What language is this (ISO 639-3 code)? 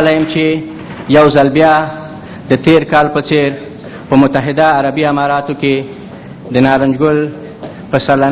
pus